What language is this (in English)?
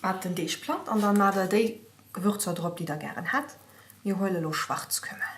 Luxembourgish